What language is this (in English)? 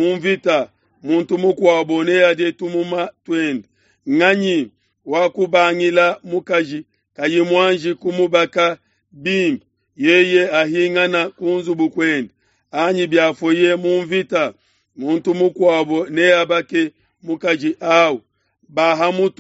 Luba-Lulua